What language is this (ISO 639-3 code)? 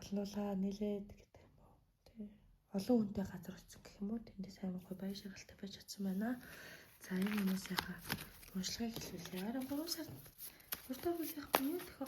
mon